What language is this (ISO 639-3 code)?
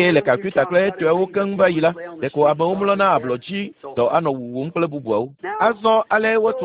ewe